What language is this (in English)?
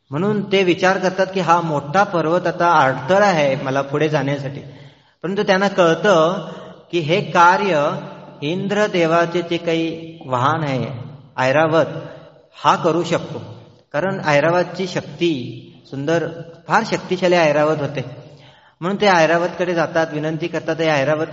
Marathi